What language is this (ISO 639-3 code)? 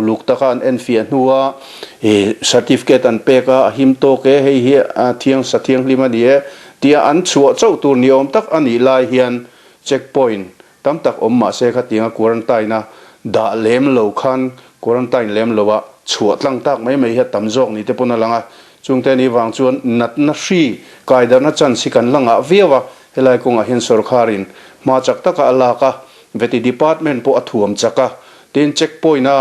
lus